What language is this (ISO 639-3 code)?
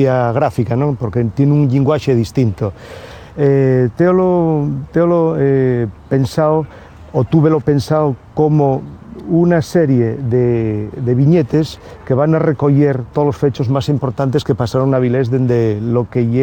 ast